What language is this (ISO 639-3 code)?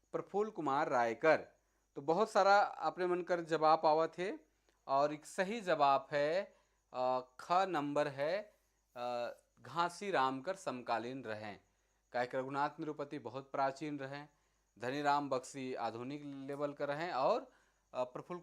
sck